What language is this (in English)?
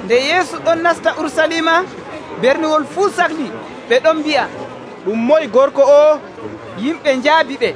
Nigerian Fulfulde